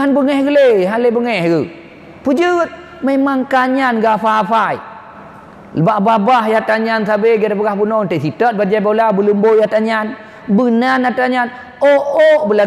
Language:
Achinese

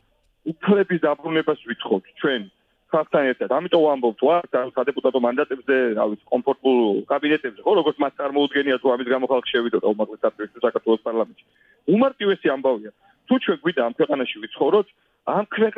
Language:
Georgian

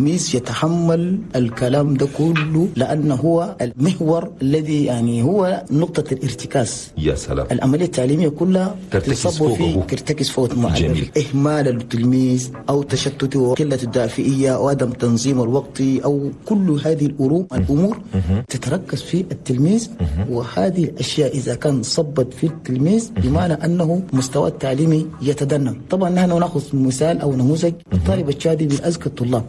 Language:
Chadian Arabic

